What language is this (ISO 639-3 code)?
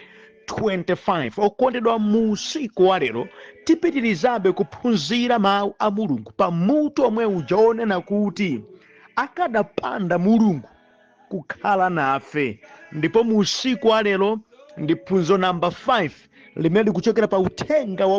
nya